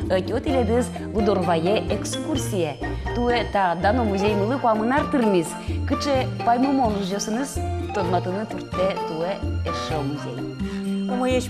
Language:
Udmurt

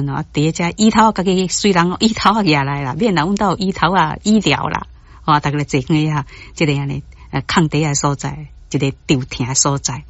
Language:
Min Nan Chinese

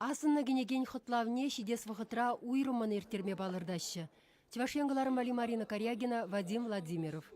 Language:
Chuvash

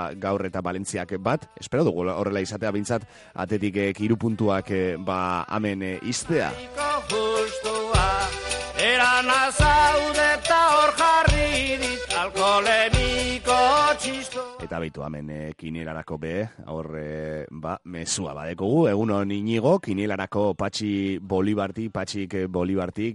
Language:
Basque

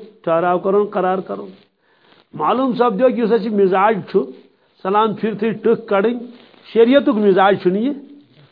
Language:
Kashmiri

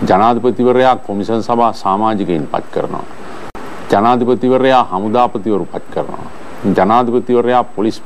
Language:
Sinhala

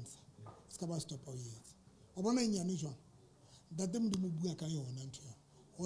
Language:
Southern Sotho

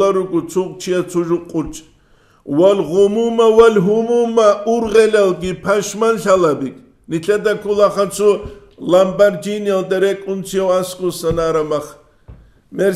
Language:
Avaric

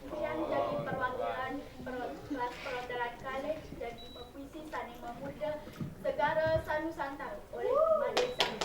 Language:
Balinese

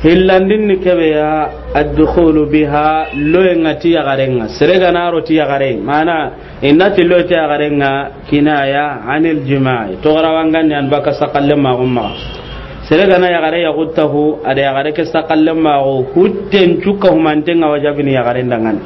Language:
Soninke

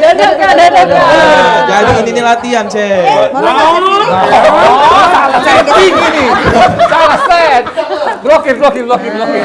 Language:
Musi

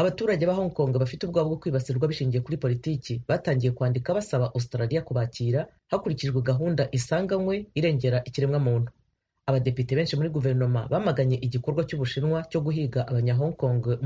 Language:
Kinyarwanda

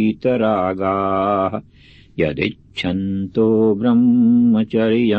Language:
Sanskrit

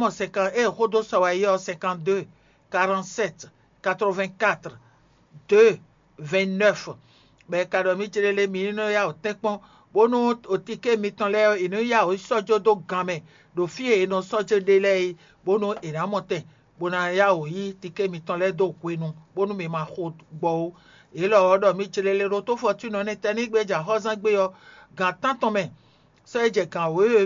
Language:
Fon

